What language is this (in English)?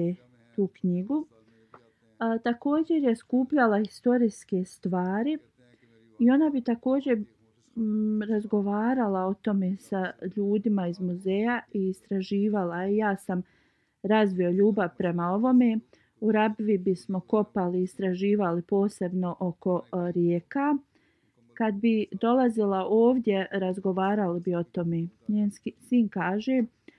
Bosnian